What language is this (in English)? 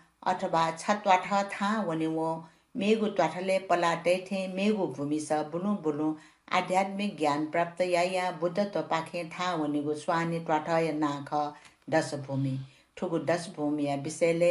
Newari